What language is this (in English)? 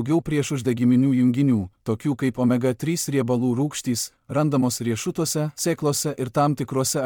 Lithuanian